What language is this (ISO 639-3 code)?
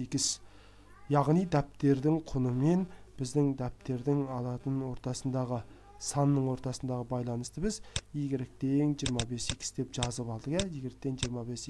kaz